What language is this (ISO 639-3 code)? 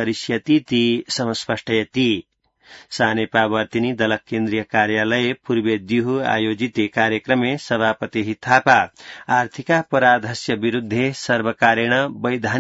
san